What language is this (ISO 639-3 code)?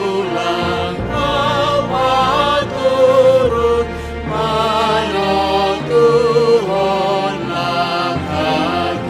bts